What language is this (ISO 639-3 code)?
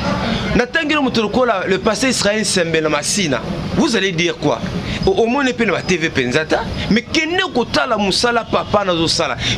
lin